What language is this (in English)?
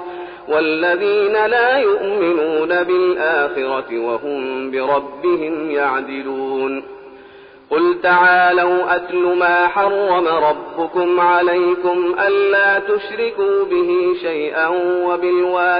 Arabic